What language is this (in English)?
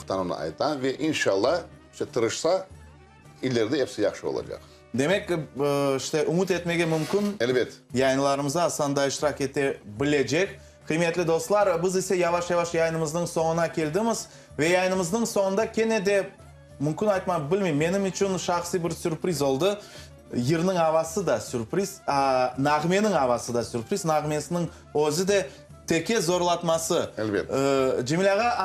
Crimean Tatar